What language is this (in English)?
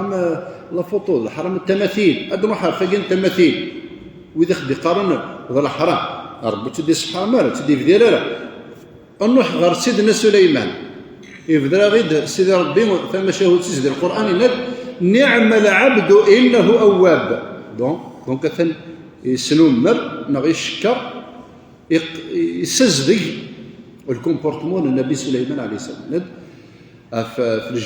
Kabyle